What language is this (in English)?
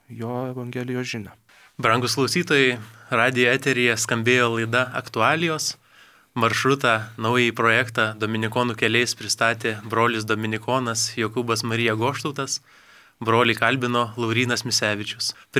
Lithuanian